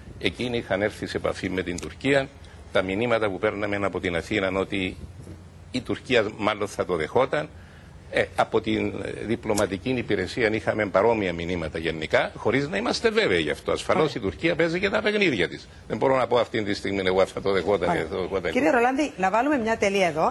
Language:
Greek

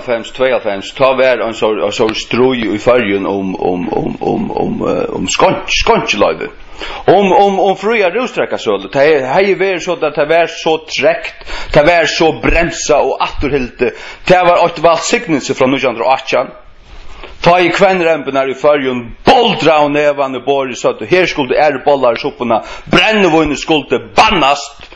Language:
Faroese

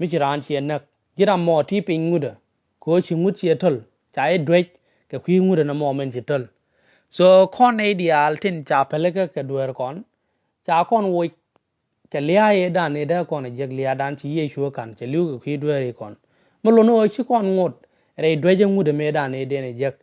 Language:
Nuer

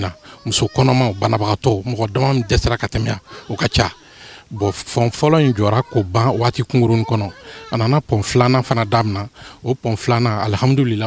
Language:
Bambara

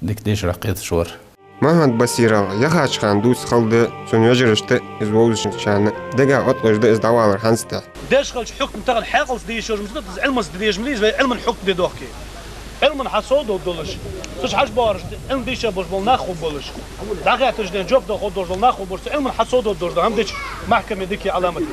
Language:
Ingush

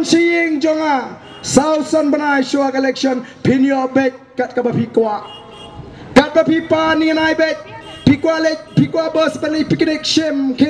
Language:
Khasi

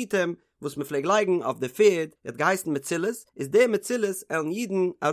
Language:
Yiddish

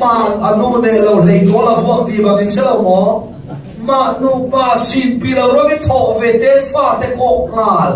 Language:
Falam Chin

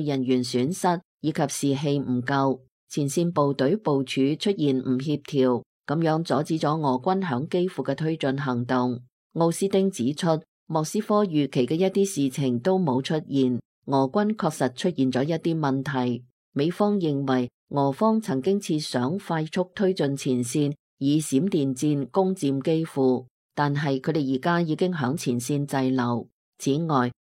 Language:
Cantonese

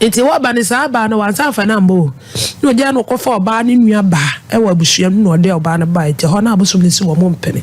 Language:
Akan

